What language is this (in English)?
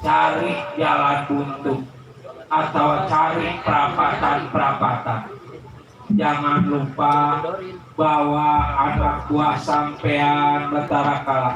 Betawi